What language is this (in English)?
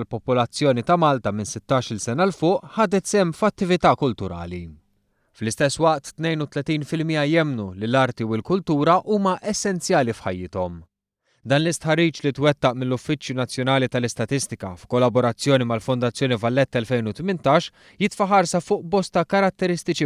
Maltese